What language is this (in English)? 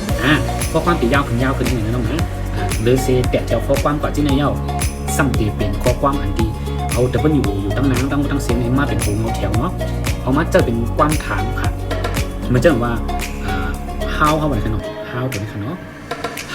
Shan